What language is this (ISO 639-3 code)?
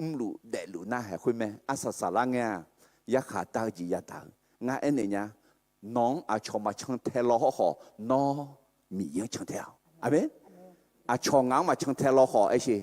ahk